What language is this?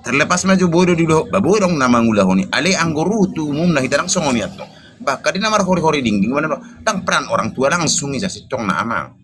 Batak Toba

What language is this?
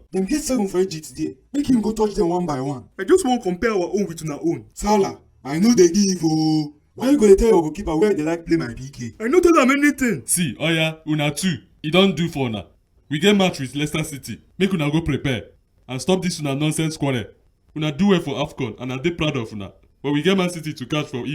Nigerian Pidgin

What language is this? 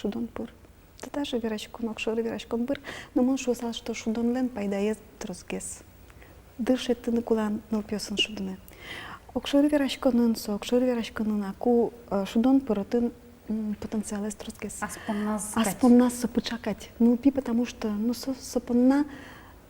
Udmurt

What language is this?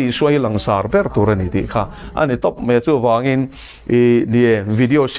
Mizo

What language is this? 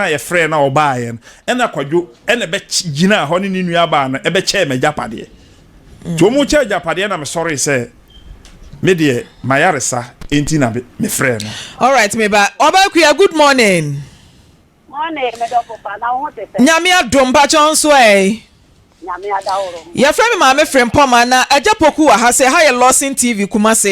Akan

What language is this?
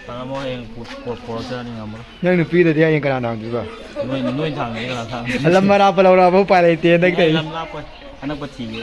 Manipuri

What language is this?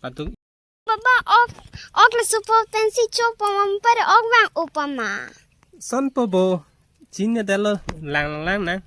Karbi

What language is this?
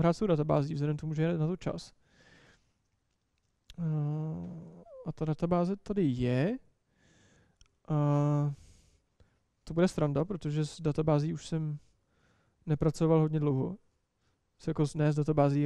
Czech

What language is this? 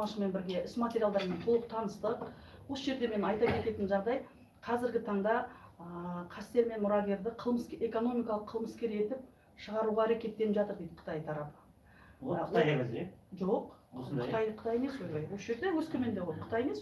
Kazakh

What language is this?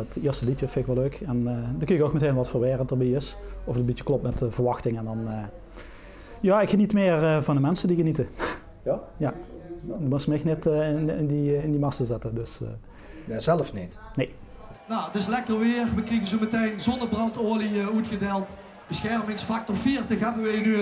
Limburgish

